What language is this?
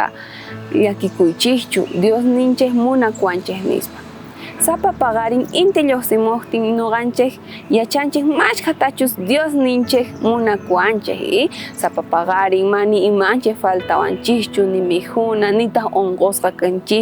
South Bolivian Quechua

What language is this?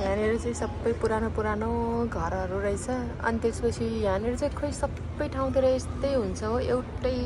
Nepali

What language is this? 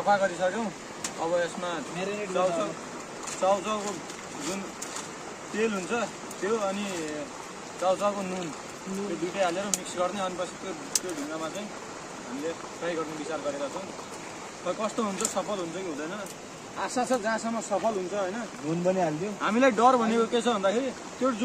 Nepali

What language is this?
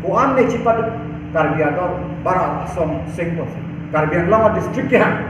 Karbi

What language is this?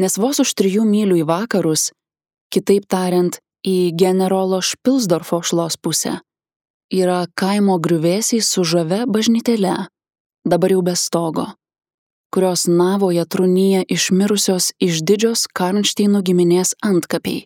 Lithuanian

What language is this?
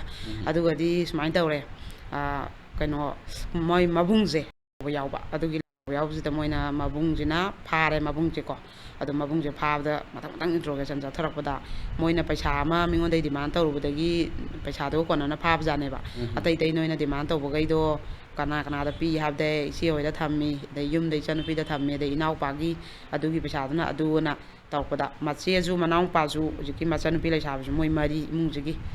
Manipuri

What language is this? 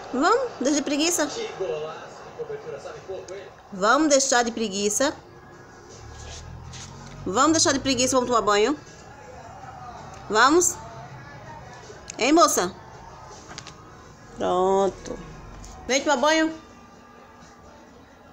Portuguese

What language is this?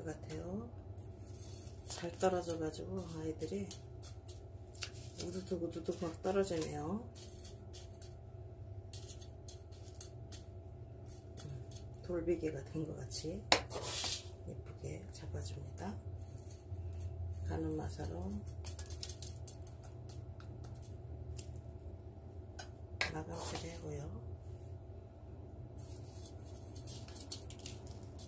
Korean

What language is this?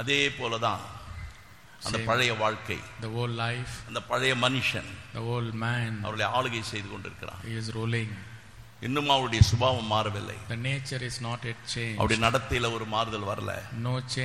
Tamil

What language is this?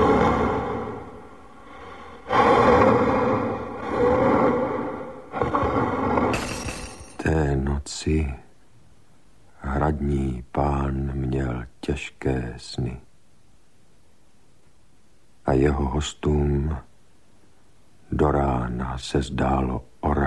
Czech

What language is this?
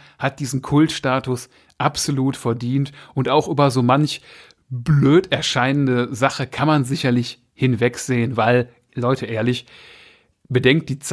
German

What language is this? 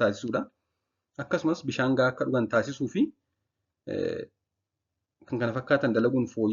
Oromo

